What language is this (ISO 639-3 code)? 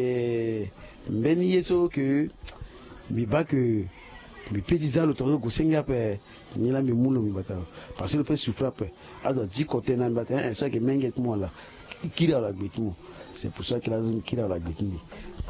sag